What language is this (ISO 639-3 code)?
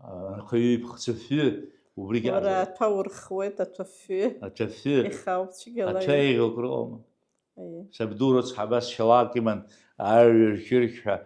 abk